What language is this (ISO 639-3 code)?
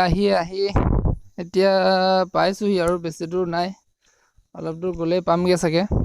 asm